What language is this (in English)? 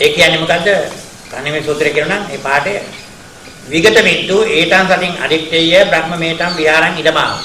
Sinhala